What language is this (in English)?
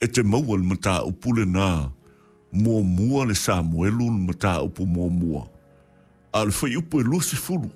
Samoan